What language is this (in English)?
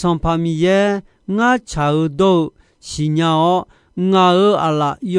Akha